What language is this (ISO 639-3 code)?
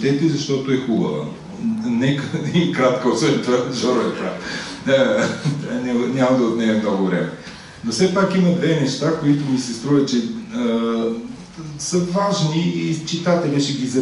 bul